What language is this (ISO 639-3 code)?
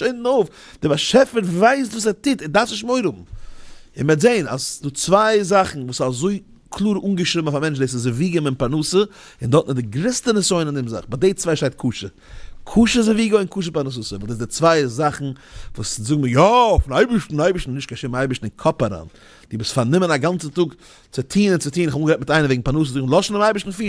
yid